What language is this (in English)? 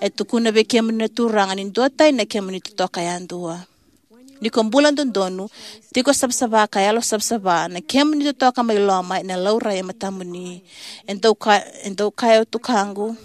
Fijian